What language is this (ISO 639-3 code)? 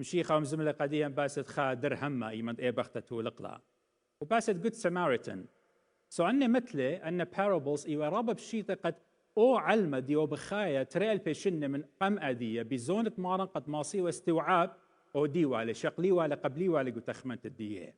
aii